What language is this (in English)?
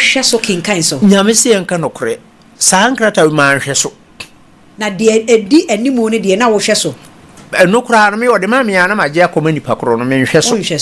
Akan